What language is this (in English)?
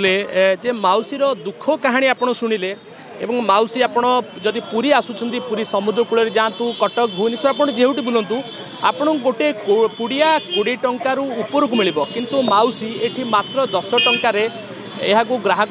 Odia